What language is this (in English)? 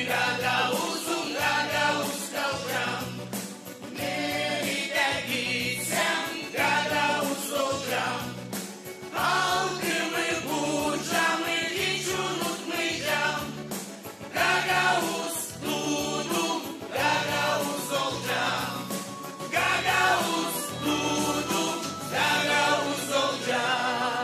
Gagauz